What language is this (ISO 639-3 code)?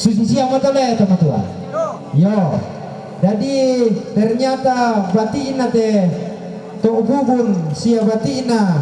sda